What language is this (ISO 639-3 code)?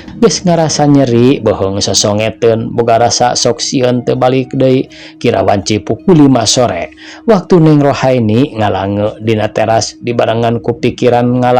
sun